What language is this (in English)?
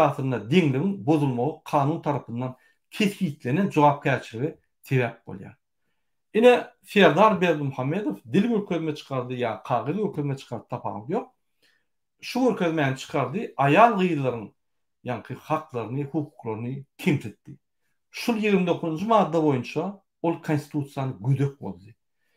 Turkmen